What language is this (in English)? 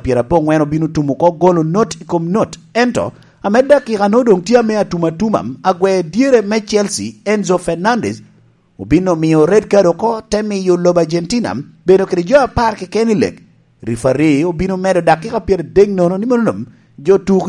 Lango (Uganda)